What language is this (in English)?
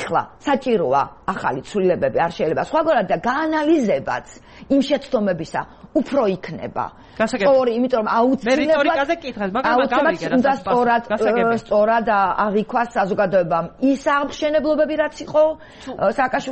Georgian